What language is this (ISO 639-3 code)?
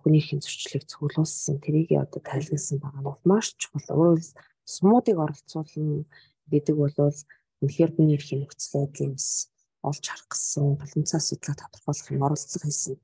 mon